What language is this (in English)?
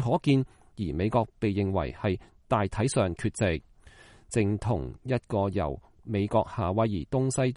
Cantonese